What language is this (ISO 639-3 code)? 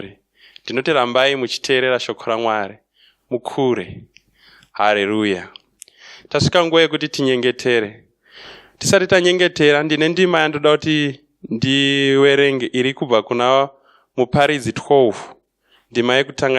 sna